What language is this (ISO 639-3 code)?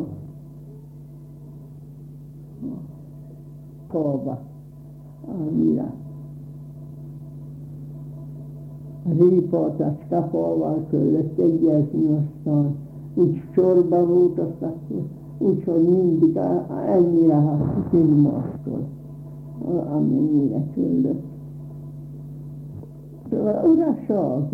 hun